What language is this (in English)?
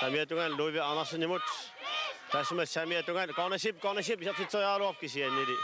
Kalaallisut